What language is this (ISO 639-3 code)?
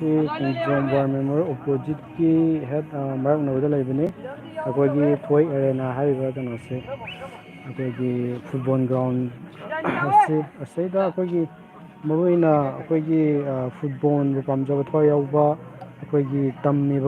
mni